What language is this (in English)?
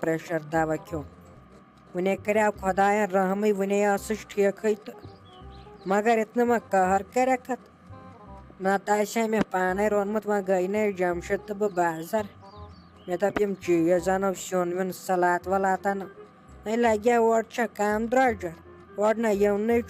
Kashmiri